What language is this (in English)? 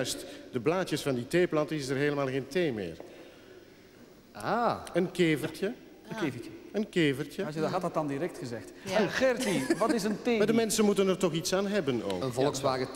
Dutch